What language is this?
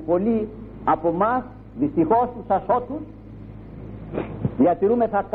Greek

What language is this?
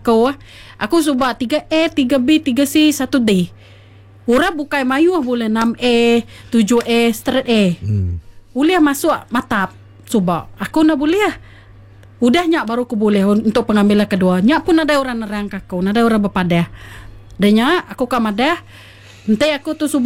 Iban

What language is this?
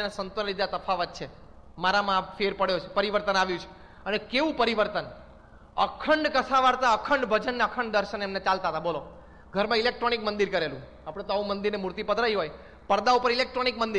Gujarati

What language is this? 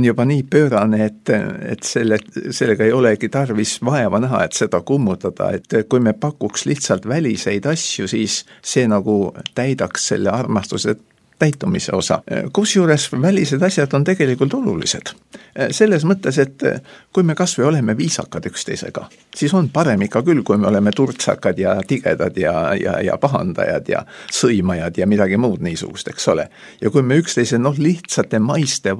Estonian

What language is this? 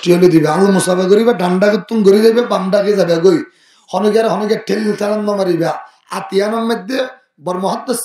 Rohingya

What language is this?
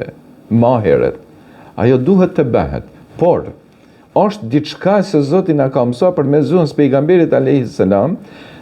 Albanian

